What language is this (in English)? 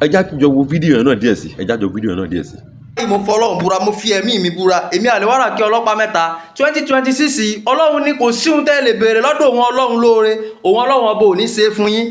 Yoruba